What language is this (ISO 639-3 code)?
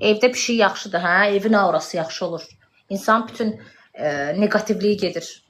aze